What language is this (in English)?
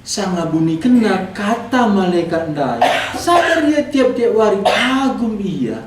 Batak Karo